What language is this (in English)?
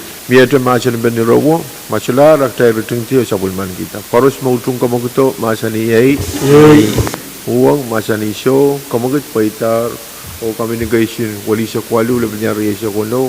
Pohnpeian